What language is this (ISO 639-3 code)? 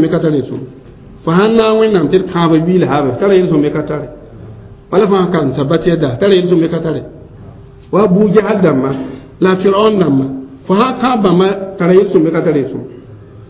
mos